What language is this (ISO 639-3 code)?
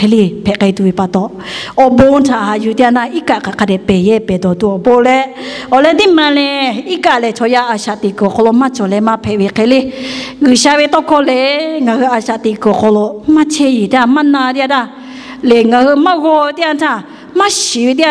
lhu